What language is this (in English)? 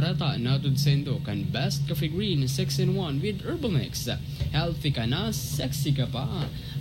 Bikol